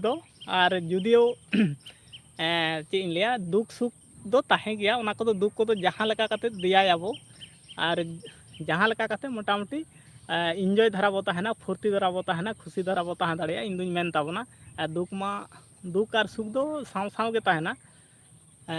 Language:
Santali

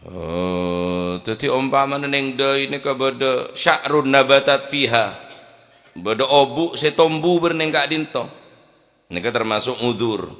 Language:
Madurese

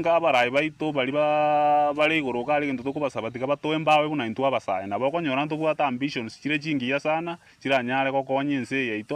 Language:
Gusii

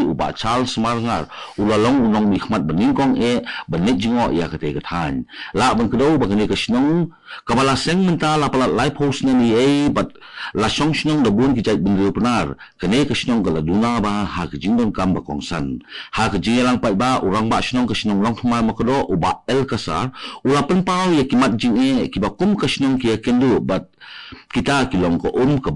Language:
Khasi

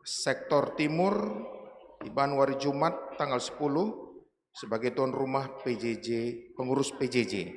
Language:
Batak Karo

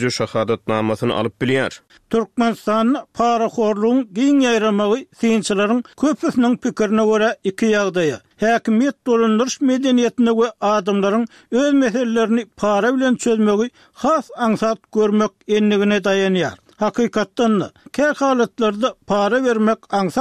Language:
Turkmen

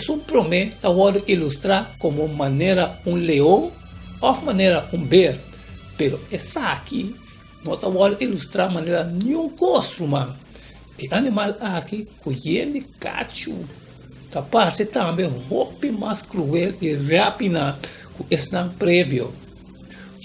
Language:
Papiamento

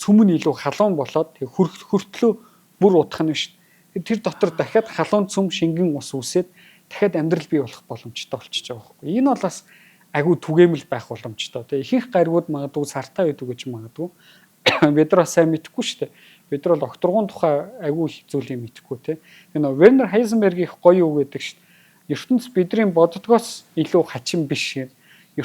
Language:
Mongolian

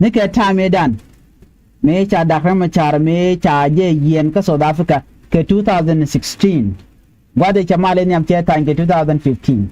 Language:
Nuer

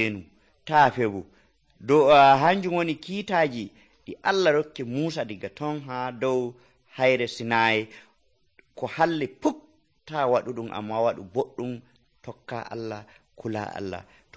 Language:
Nigerian Fulfulde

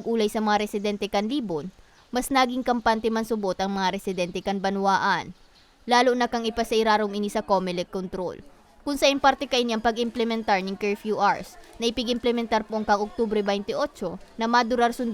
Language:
Bikol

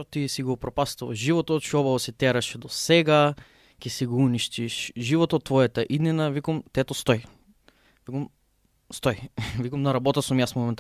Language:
Macedonian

